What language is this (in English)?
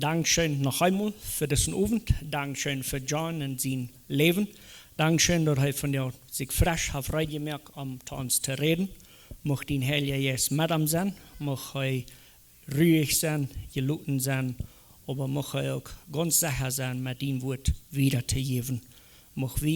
Plautdietsch